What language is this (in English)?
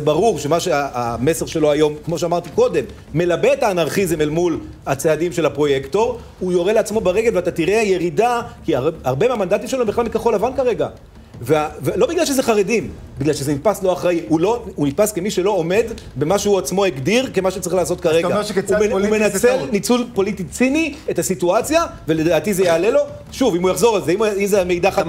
Hebrew